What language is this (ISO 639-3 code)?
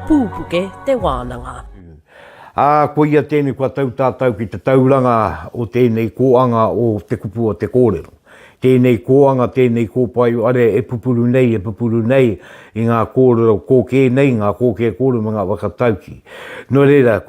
mri